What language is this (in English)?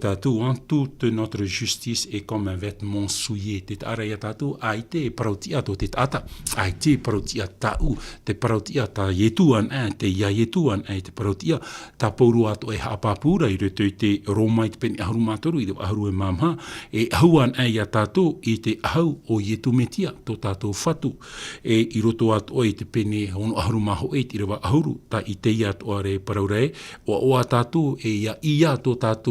Tahitian